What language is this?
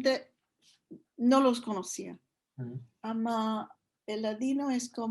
Ladino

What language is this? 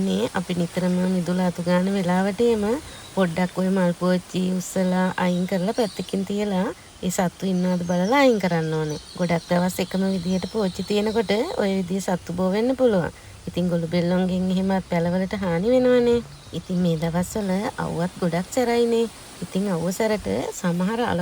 Sinhala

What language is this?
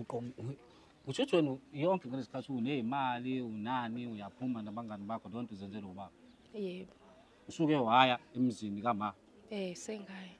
Zulu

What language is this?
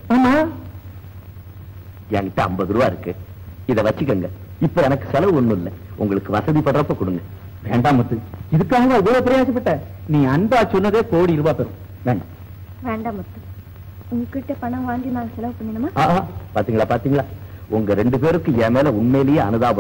Tamil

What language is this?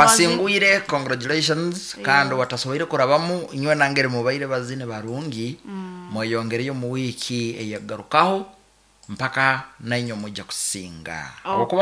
Nyankole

